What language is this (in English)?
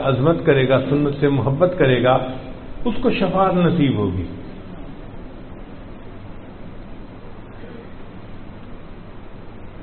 Urdu